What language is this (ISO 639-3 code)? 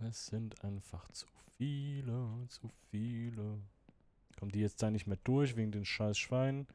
gsw